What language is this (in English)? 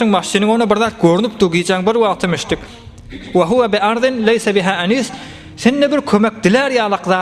Turkmen